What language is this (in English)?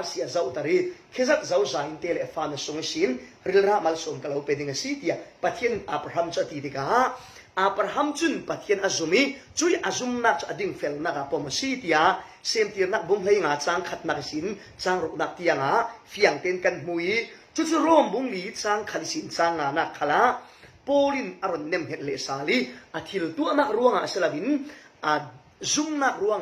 Falam Chin